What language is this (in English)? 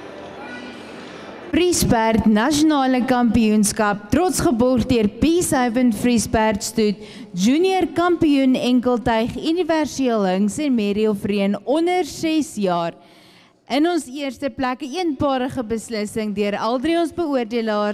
Afrikaans